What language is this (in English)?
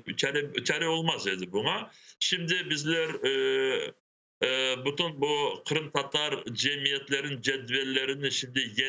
Crimean Tatar